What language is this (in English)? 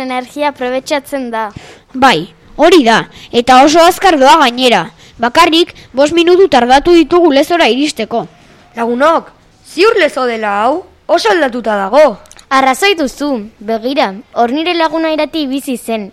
Basque